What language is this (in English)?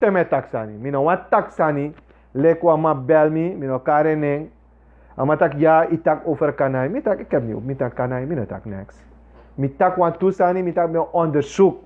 Sranan Tongo